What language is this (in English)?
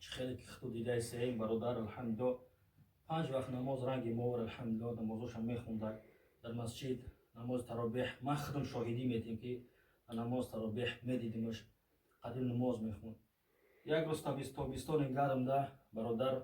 Tajik